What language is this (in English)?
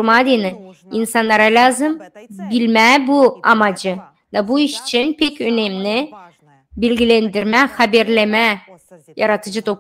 Gagauz